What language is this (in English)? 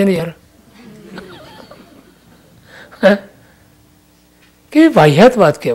Gujarati